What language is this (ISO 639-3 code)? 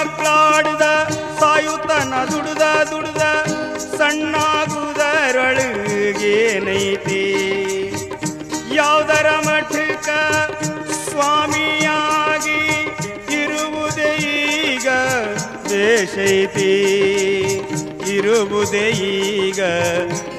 kan